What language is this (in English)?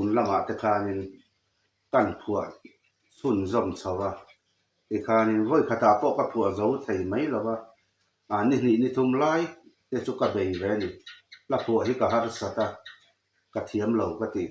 Mizo